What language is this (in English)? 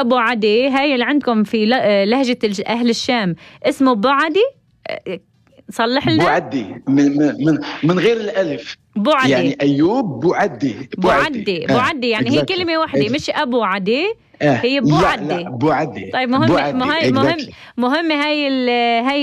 North Levantine Arabic